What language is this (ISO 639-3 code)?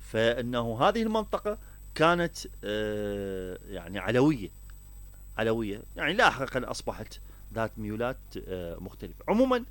acm